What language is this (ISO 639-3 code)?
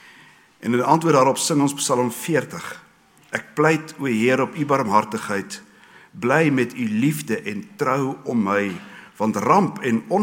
afr